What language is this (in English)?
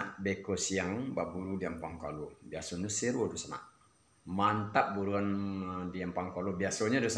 Minangkabau